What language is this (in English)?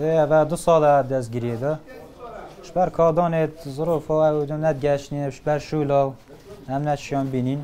Kurdish